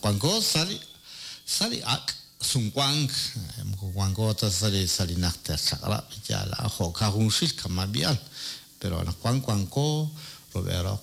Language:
Kekchí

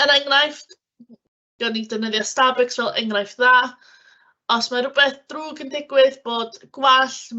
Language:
Welsh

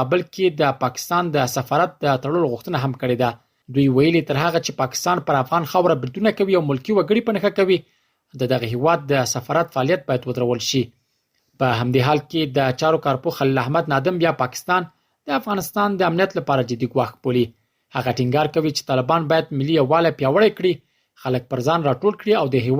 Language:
Pashto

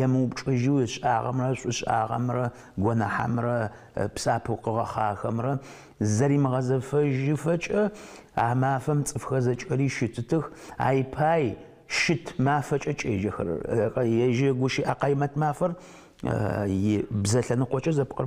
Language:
Adyghe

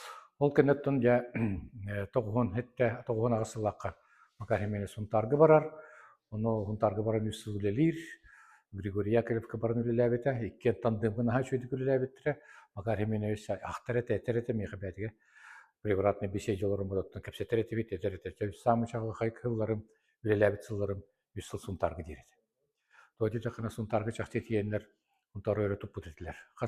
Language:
Yakut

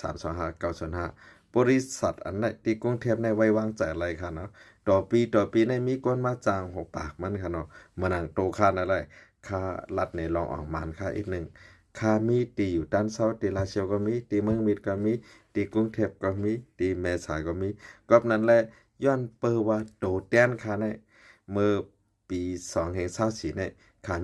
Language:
Shan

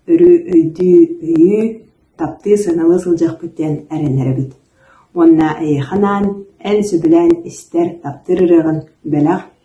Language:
Yakut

